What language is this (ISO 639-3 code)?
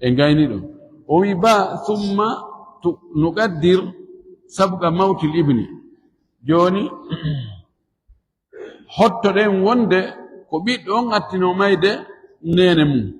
ful